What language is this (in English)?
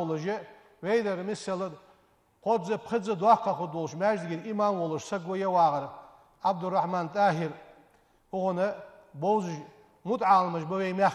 Ingush